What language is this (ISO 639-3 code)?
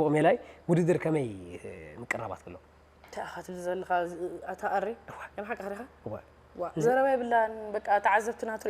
tir